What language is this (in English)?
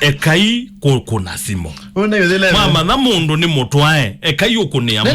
Kamba